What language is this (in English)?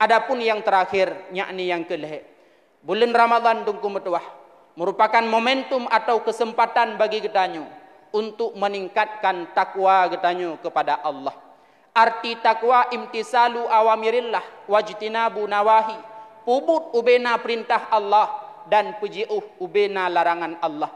Achinese